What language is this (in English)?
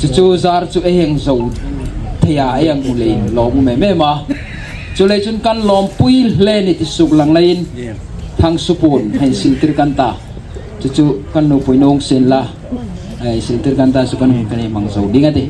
Hmar